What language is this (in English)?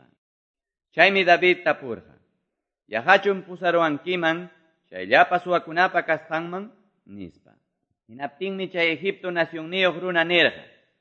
Quechua